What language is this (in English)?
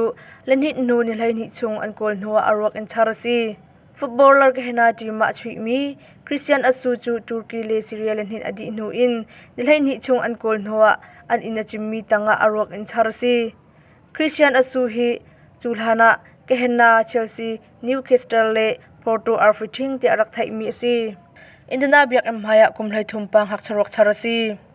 Hakha Chin